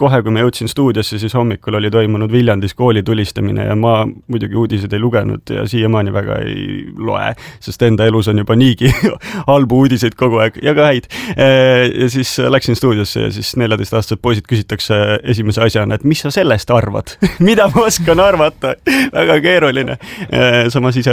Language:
Estonian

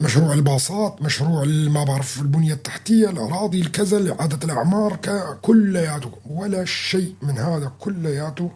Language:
North Levantine Arabic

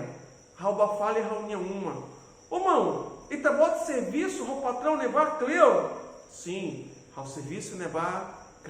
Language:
Tetum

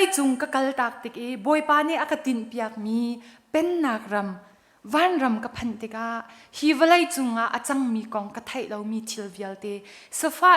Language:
Hakha Chin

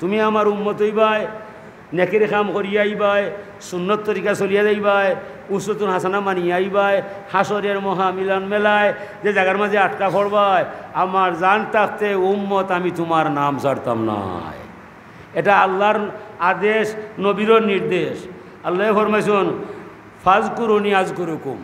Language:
Sylheti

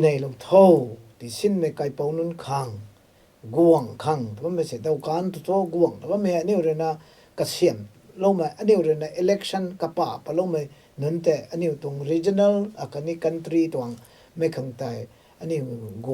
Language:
Rongmei Naga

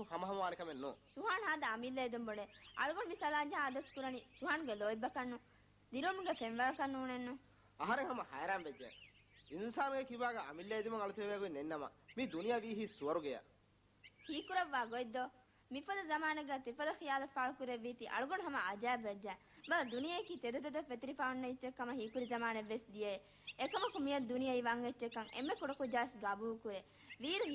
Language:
Divehi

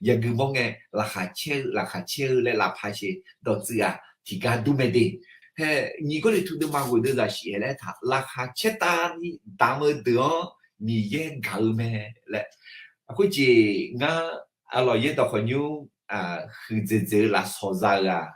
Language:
Akha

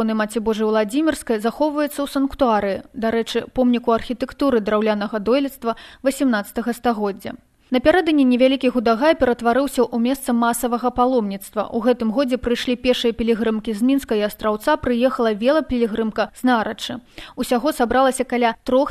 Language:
Belarusian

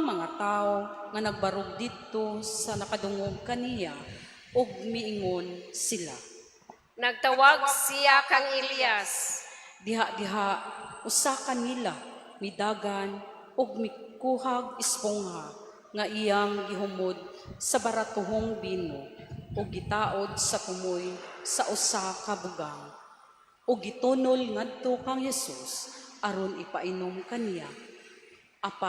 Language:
Cebuano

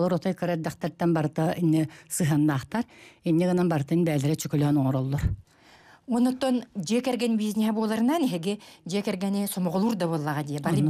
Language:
Yakut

